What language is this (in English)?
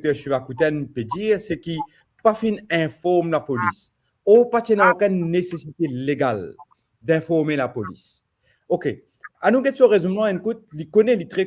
Morisyen